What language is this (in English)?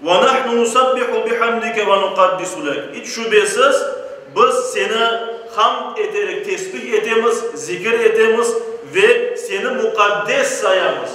Crimean Tatar